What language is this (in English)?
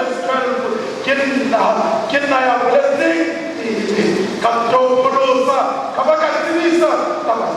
Southern Sotho